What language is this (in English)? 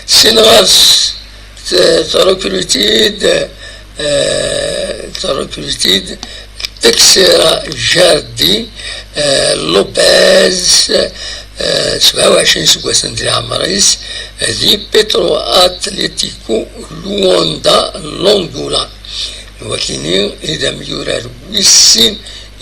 Kabyle